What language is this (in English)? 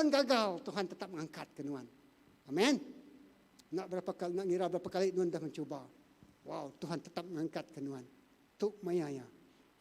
Iban